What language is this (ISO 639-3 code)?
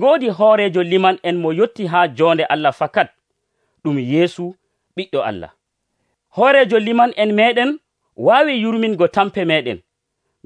fuv